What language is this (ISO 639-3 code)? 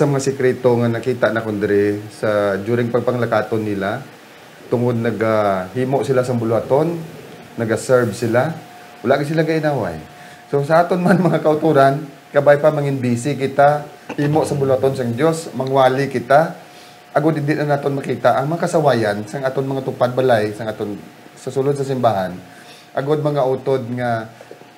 hil